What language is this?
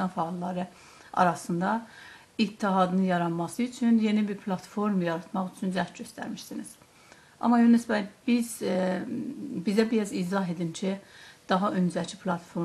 South Azerbaijani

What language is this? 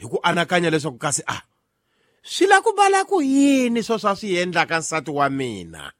Tsonga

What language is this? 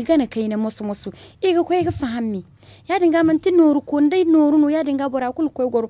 Zarma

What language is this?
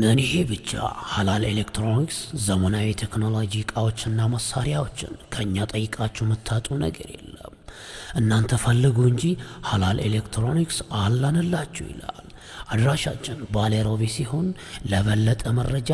Amharic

